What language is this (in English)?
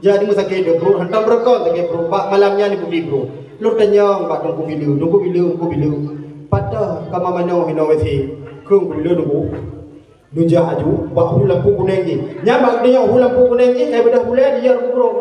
Achinese